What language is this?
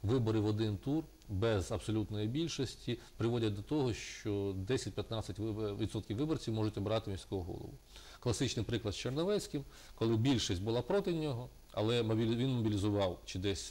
Ukrainian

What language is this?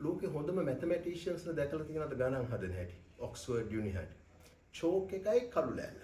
Sinhala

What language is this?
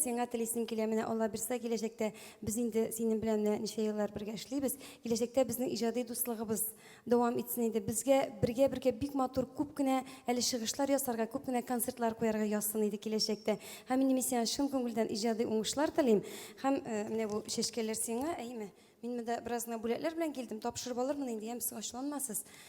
Tatar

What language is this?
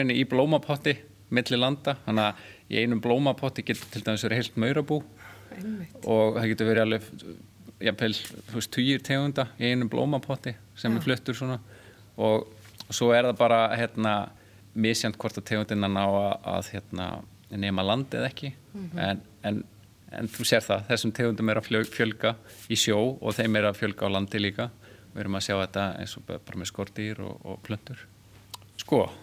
Icelandic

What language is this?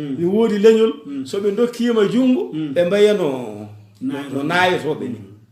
Fula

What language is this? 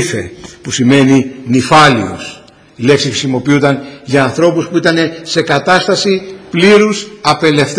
Greek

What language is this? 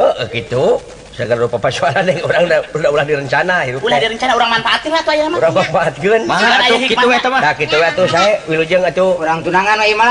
Sundanese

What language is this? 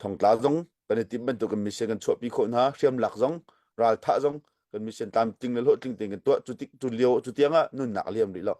Hakha Chin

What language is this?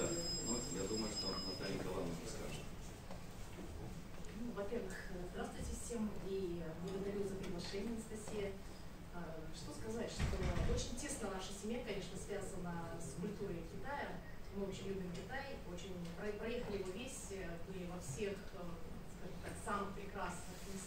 Russian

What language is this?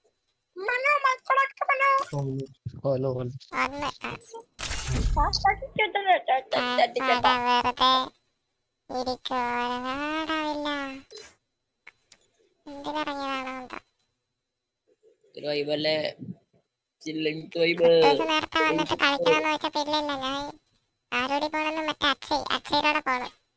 Malayalam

